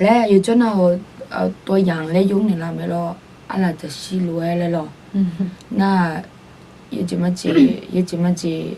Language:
Akha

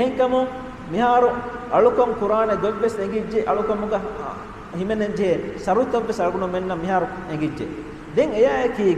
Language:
Divehi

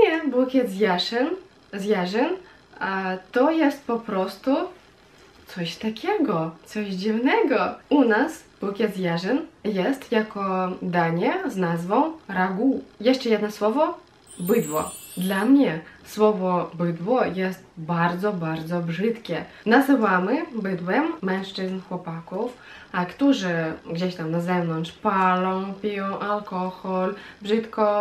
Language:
Polish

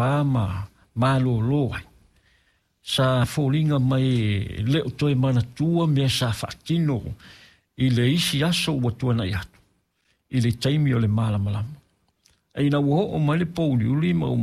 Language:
Samoan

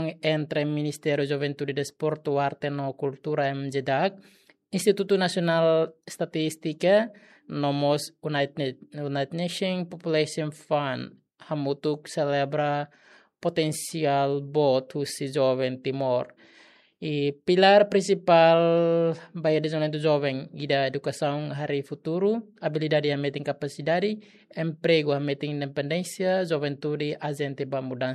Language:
Tetum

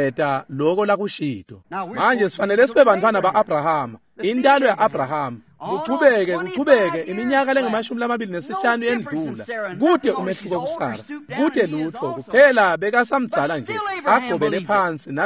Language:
Swati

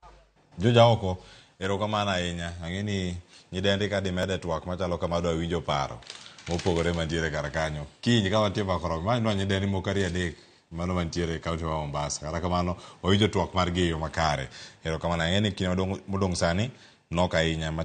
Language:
Luo (Kenya and Tanzania)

